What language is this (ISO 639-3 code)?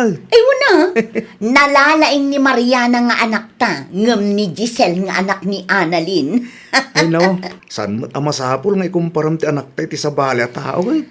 ilo